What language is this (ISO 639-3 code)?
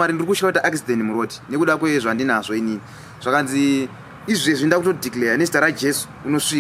sna